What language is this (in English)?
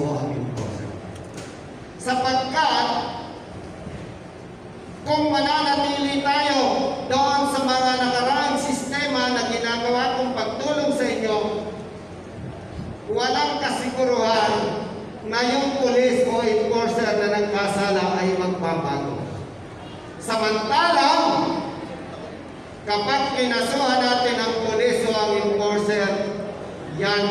Filipino